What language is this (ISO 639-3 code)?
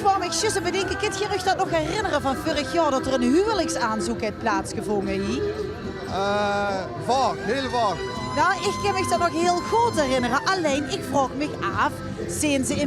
lim